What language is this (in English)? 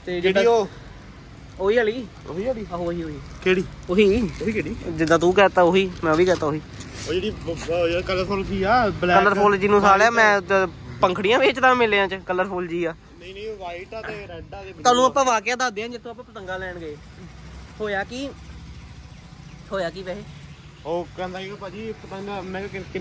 Punjabi